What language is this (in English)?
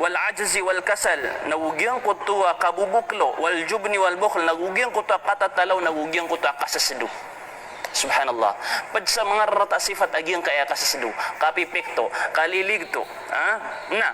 Maranao